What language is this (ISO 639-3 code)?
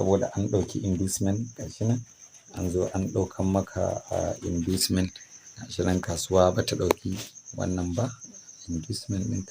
hau